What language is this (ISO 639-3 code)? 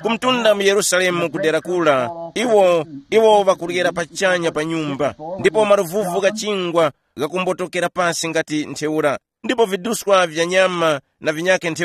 tum